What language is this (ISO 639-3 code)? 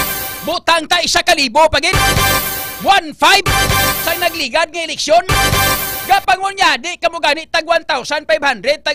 hil